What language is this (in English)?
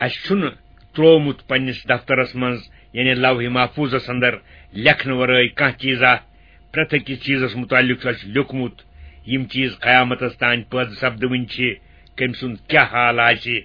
Kashmiri